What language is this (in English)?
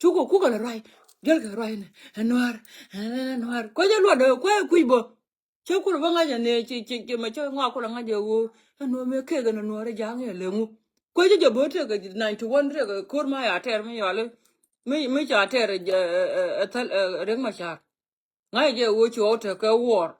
Nuer